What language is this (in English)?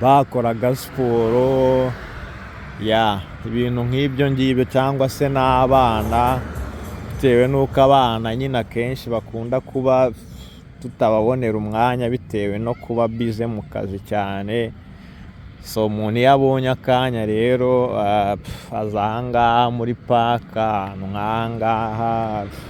Kinyarwanda